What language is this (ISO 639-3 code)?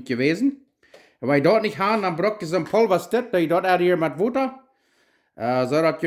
pdt